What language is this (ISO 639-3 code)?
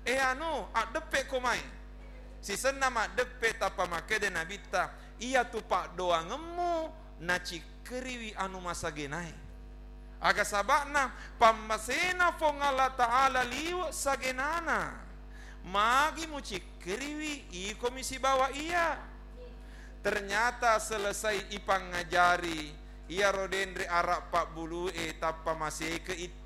bug